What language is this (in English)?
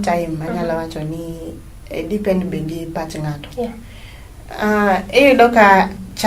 Luo (Kenya and Tanzania)